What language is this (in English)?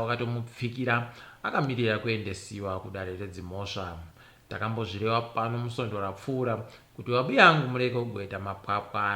Ndau